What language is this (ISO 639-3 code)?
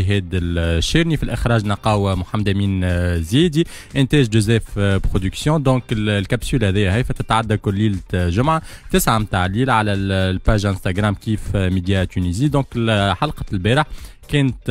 aeb